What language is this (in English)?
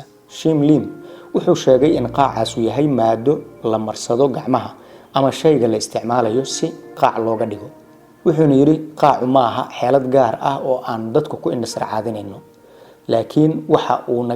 Somali